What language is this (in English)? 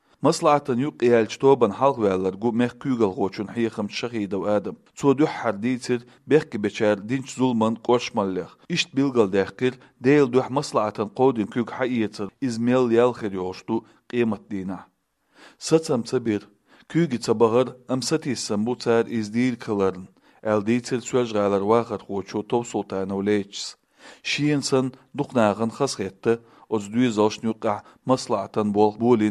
Chechen